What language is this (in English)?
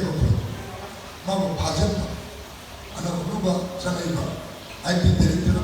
Manipuri